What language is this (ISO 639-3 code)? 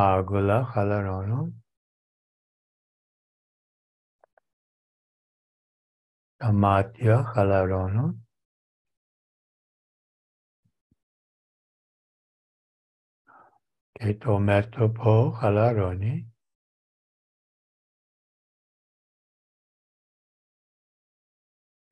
ell